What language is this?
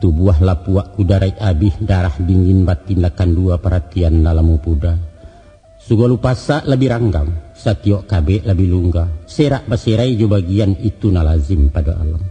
Minangkabau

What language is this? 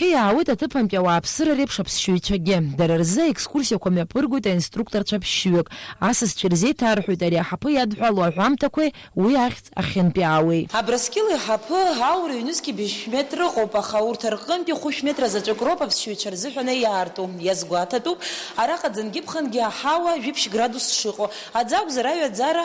Abkhazian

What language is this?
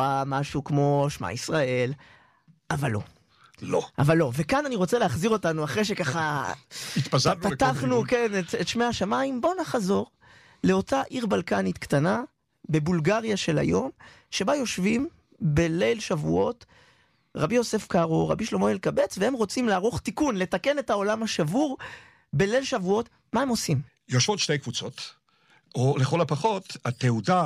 Hebrew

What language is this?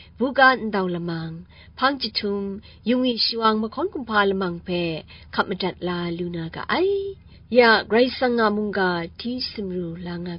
Kachin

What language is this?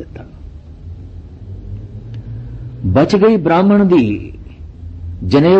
Punjabi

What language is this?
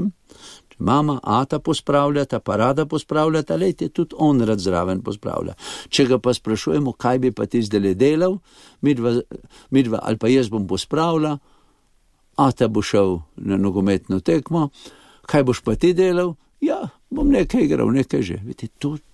Slovenian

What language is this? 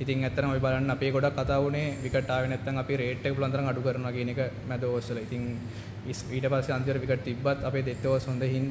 Sinhala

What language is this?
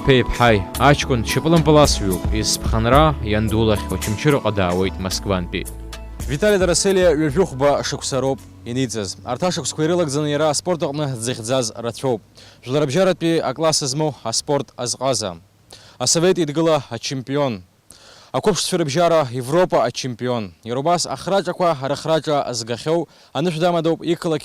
Abkhazian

